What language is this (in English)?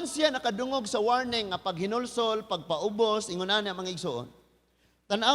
Cebuano